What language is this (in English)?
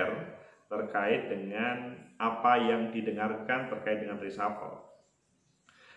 Indonesian